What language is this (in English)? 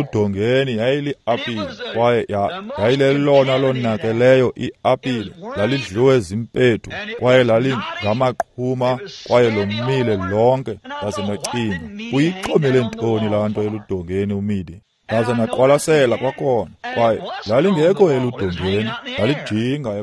Xhosa